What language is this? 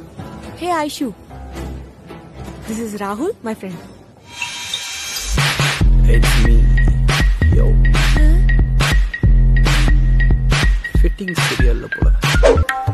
Tamil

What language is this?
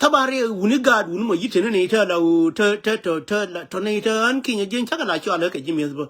Nuer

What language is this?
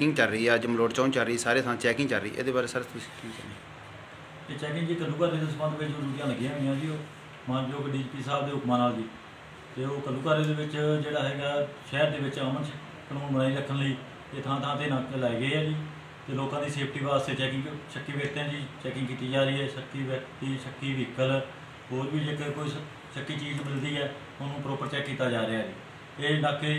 Punjabi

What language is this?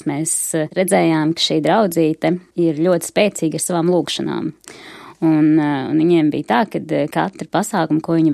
Latvian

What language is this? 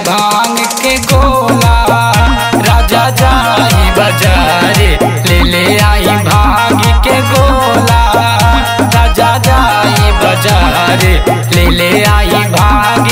Bhojpuri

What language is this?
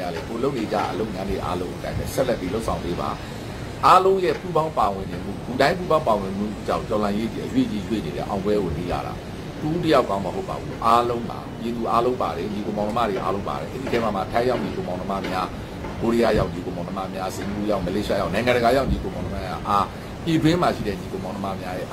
Burmese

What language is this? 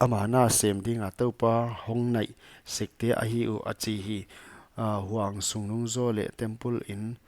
Paite Chin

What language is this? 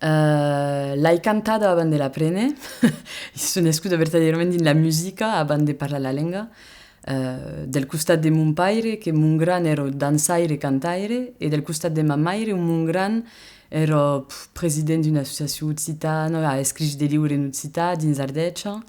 Occitan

